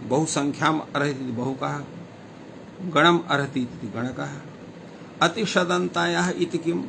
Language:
Sanskrit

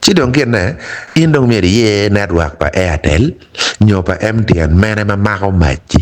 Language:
Acoli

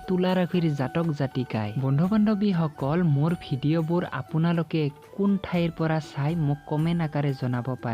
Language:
Assamese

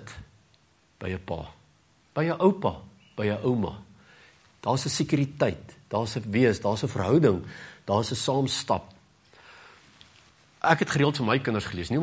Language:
Afrikaans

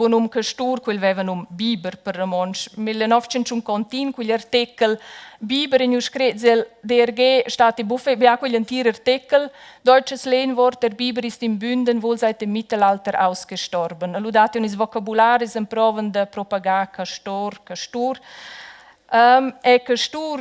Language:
Romansh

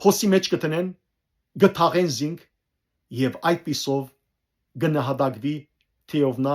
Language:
Western Armenian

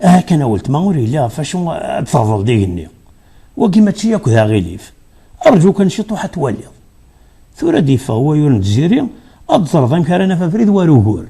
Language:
Kabyle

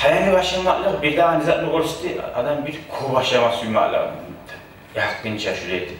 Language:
Kumyk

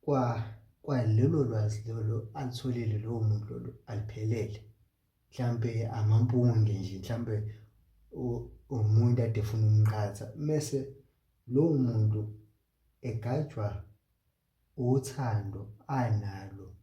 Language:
Zulu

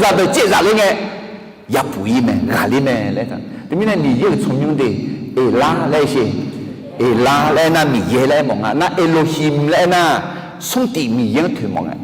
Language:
Akha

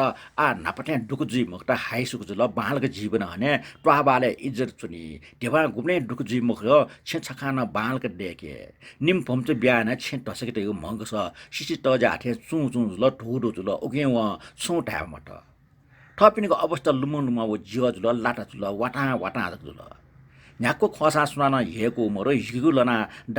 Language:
Newari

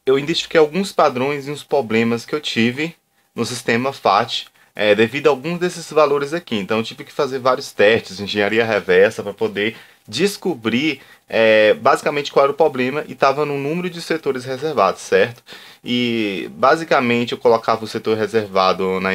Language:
Portuguese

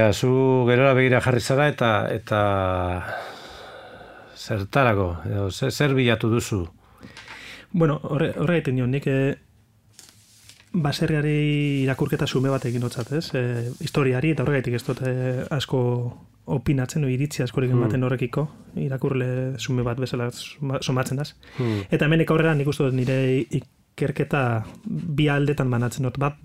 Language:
Basque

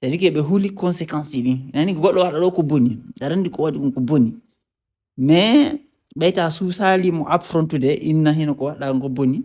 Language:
Fula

